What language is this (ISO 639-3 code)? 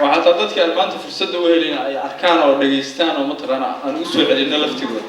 som